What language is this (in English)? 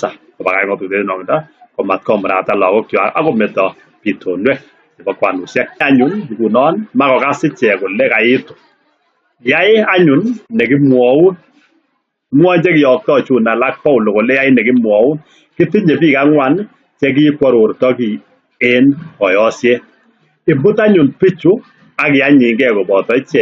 Kalenjin